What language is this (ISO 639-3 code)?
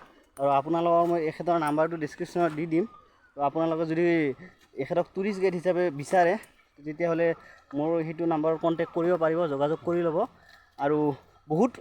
asm